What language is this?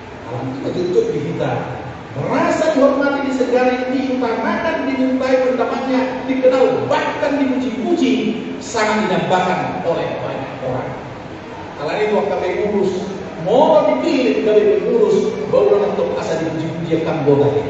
Batak Toba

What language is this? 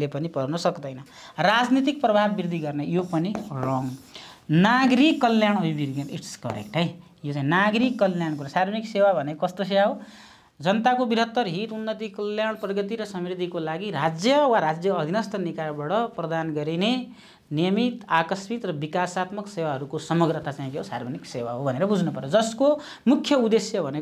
Nepali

